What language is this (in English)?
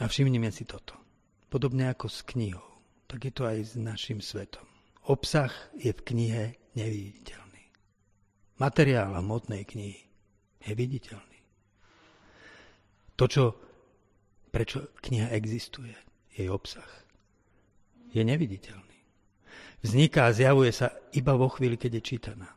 Slovak